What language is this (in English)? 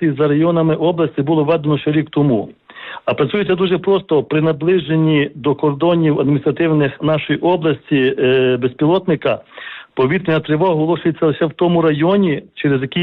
Ukrainian